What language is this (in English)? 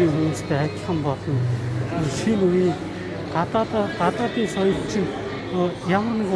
Mongolian